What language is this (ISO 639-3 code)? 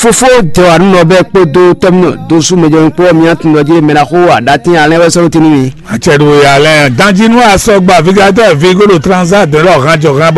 fon